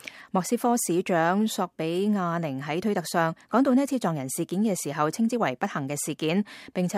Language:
Cantonese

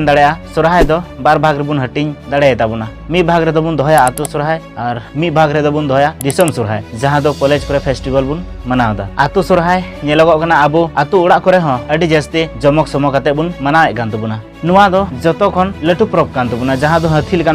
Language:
Santali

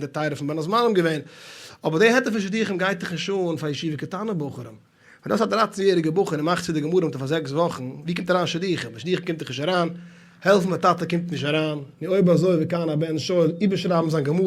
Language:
Yiddish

